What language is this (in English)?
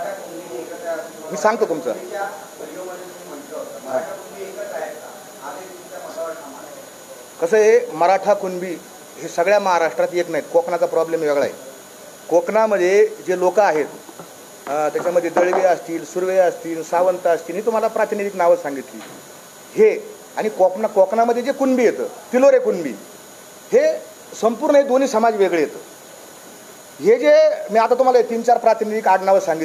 Marathi